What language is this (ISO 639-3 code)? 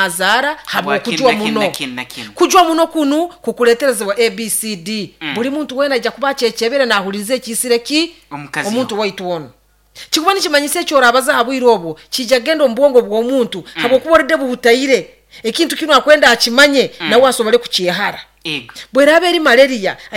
nyo